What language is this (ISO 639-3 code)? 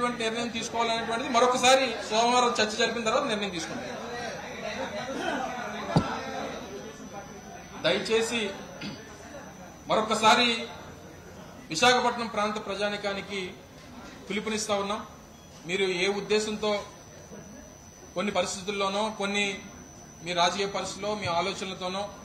tel